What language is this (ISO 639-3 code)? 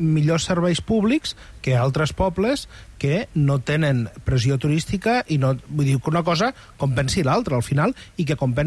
cat